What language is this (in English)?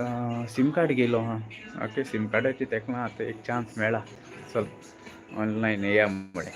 Konkani